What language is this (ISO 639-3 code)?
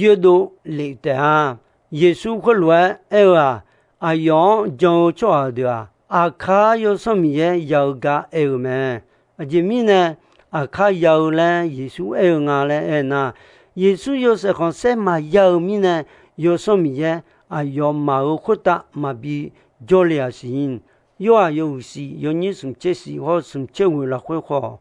ahk